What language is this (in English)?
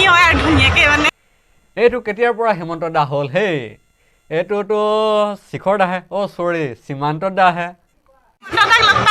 Assamese